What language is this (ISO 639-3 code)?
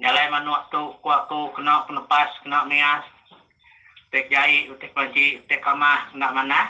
iba